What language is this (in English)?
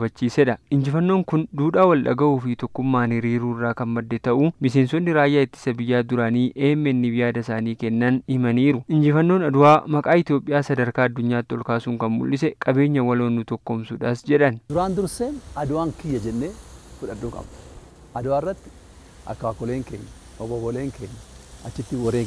Oromo